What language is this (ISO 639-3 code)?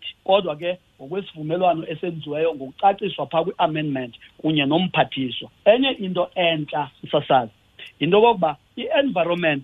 xho